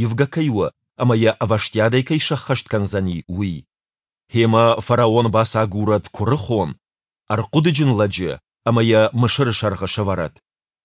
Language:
Ossetic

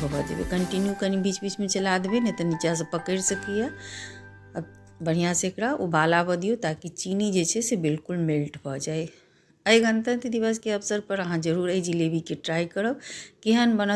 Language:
Maithili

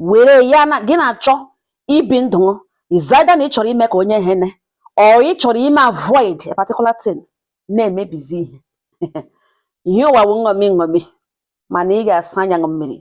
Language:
Igbo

